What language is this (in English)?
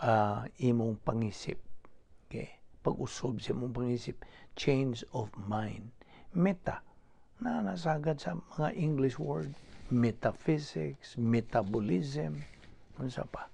Cebuano